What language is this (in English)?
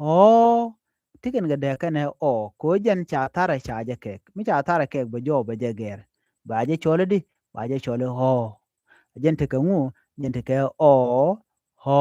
Nuer